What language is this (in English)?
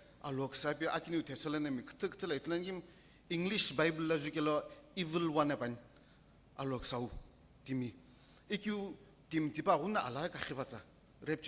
Sumi Naga